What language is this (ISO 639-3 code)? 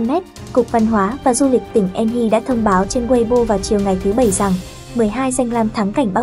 vie